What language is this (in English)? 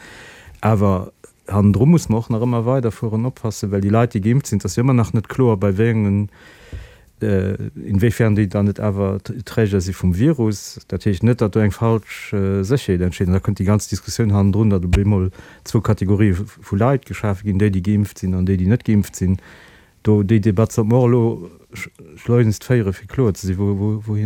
Luxembourgish